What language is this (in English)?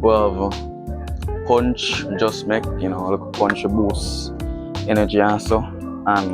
Jamaican Creole English